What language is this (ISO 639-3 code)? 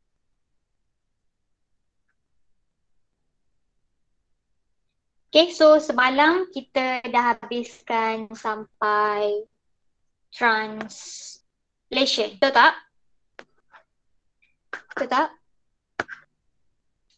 msa